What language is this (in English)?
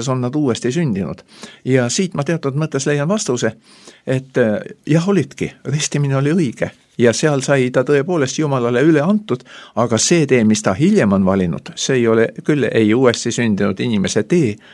Estonian